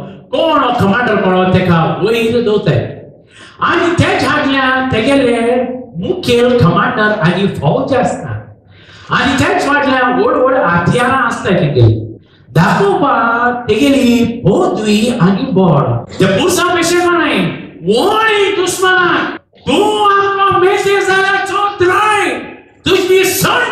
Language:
Konkani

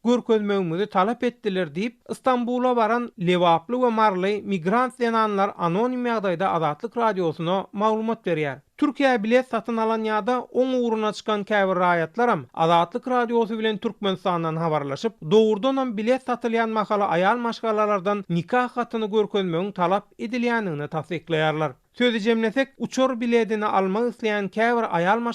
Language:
Turkmen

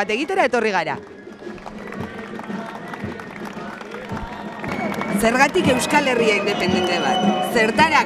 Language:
Basque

